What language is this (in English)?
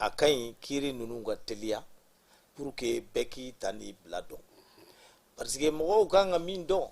Bambara